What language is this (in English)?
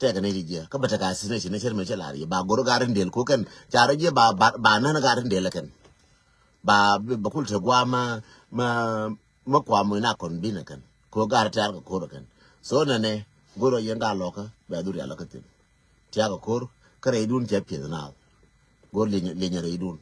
Nuer